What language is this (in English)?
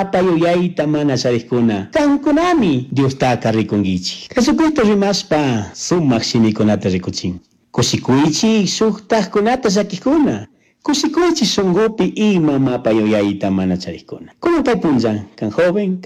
Chimborazo Highland Quichua